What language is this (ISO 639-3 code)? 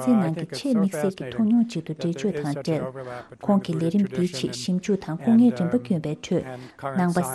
bod